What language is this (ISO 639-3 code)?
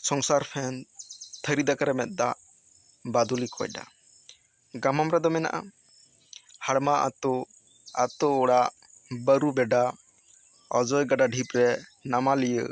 sat